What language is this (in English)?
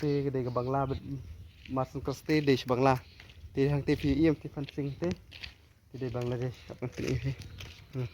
Khasi